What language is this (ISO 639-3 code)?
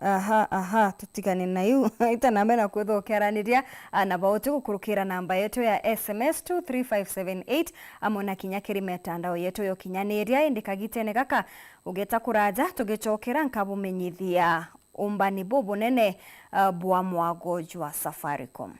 mer